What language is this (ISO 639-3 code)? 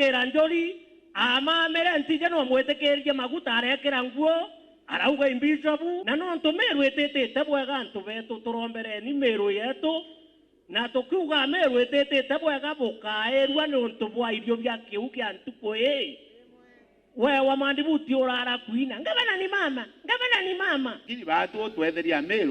mer